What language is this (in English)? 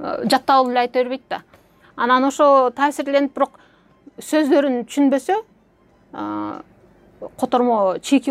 Kyrgyz